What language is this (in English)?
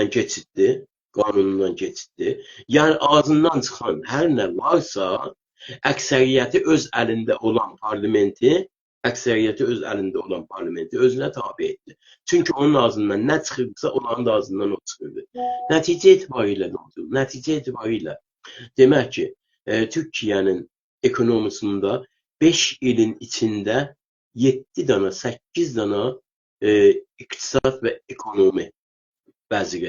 South Azerbaijani